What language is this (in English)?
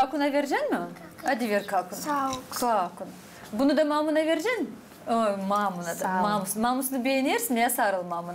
Gagauz